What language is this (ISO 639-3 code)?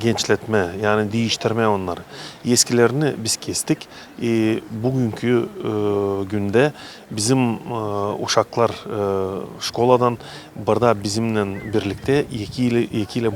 gag